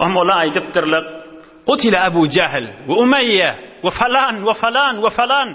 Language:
Turkmen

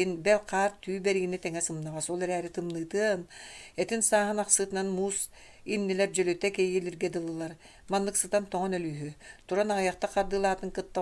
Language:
Yakut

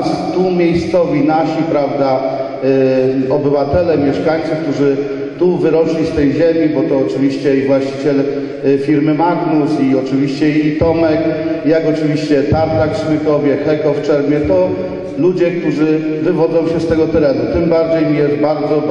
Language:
Polish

